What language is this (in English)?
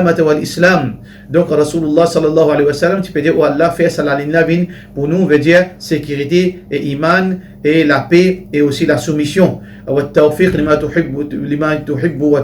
Morisyen